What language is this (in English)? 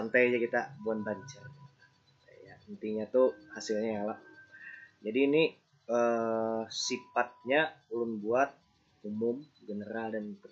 Banjar